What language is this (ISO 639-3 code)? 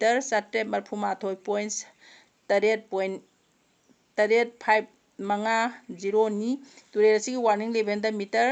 mni